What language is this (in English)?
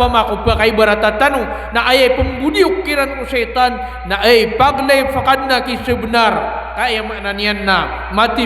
Maranao